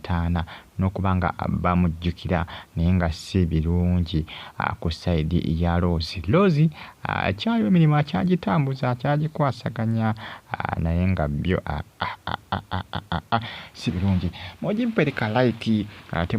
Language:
Ganda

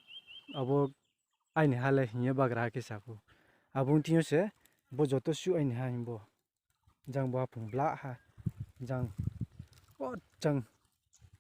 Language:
Riang (India)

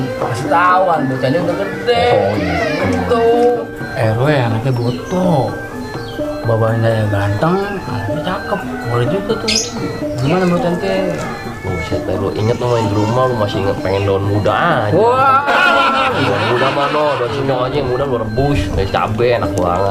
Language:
Betawi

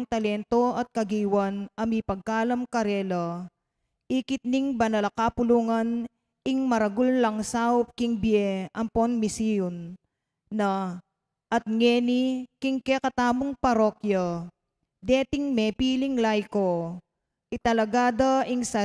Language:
Pampanga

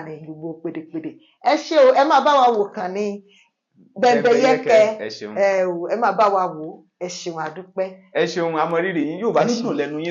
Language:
Yoruba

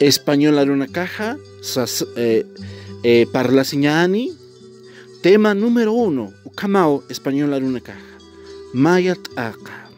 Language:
Aymara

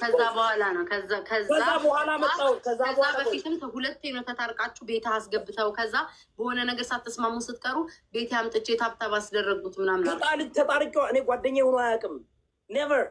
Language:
Amharic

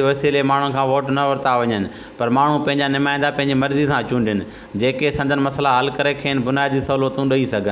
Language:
Sindhi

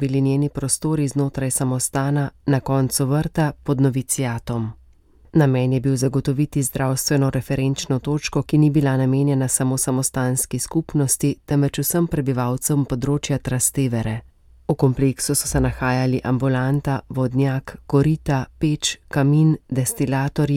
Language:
Slovenian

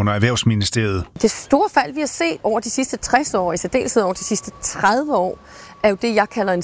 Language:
Danish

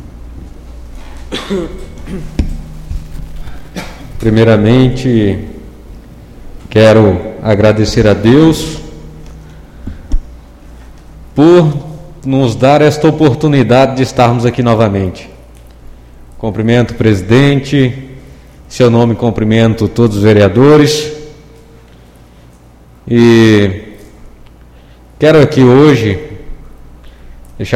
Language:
Portuguese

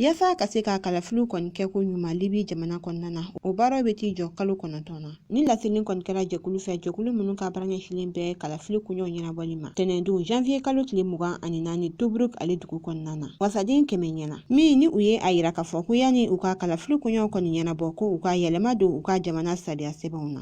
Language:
Bambara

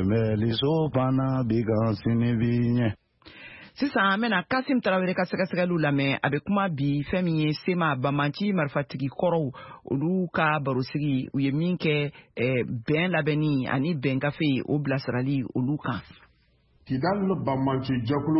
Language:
Bambara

